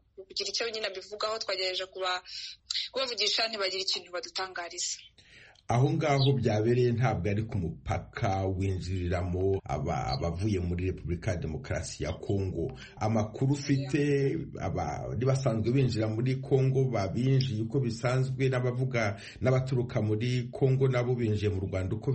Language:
Kinyarwanda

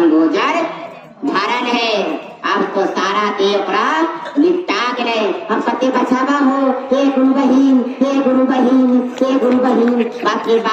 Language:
Magahi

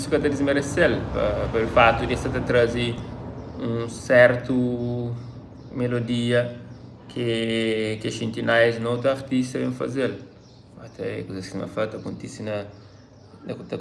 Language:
Kabuverdianu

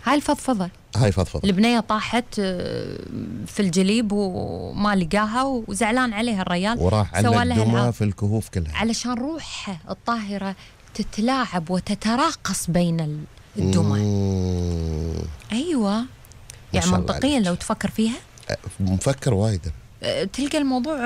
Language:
Gulf Arabic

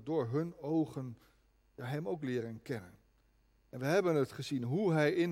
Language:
Dutch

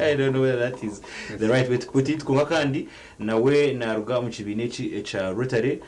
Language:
Nyankole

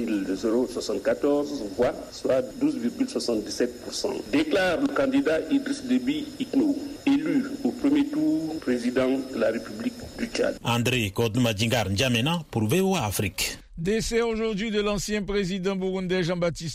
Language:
French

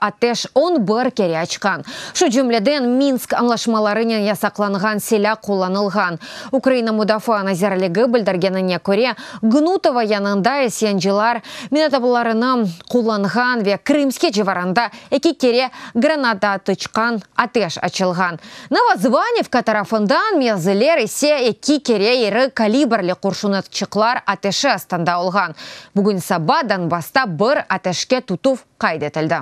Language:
Crimean Tatar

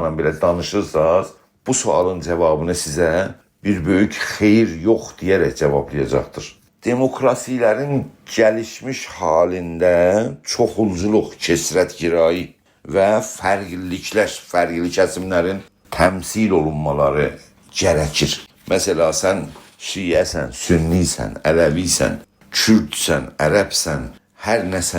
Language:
South Azerbaijani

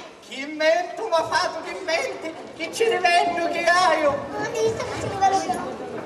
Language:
Sicilian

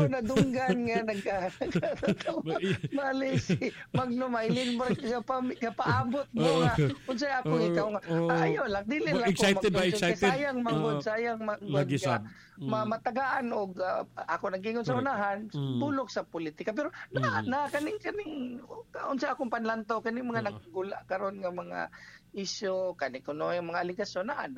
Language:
Cebuano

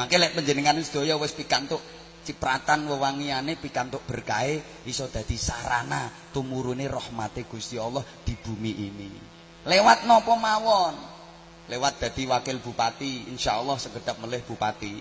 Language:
Javanese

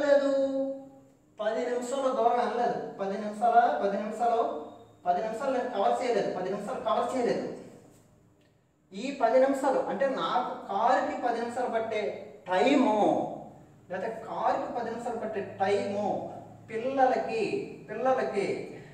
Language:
Telugu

